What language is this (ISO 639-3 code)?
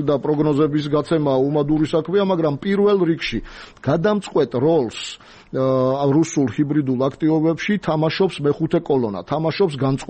kat